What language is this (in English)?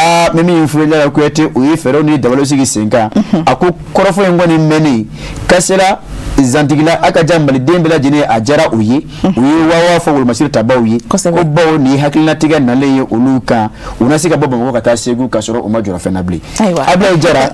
Bambara